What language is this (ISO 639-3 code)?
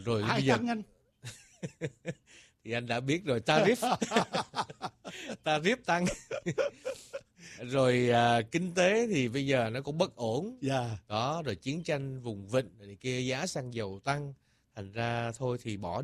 vie